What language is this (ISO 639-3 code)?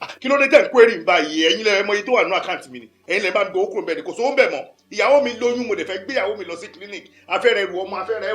yor